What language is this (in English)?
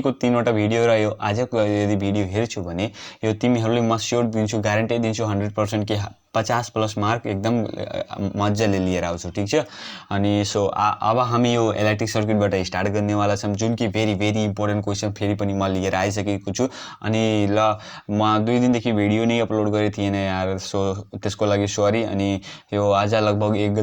Nepali